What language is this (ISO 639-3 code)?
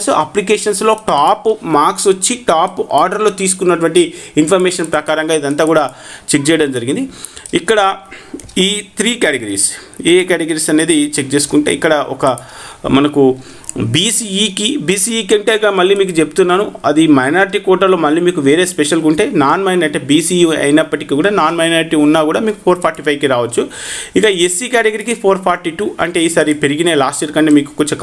tel